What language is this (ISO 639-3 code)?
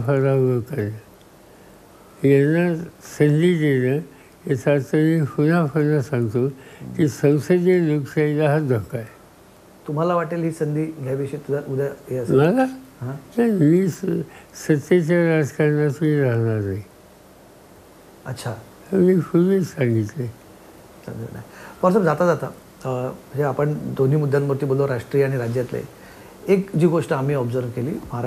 mar